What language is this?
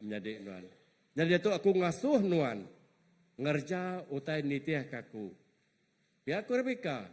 Iban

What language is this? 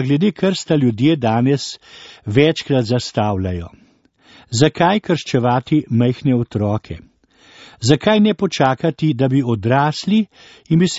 Slovenian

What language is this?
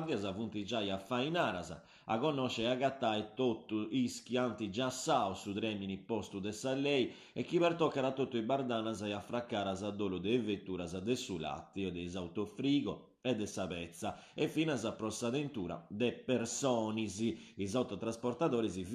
Sardinian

